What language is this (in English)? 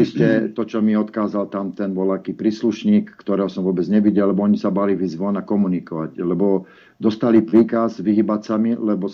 Slovak